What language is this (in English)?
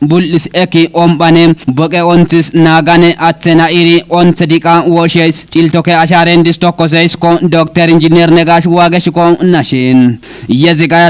Kafa